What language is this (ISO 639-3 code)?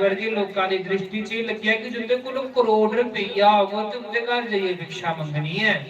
doi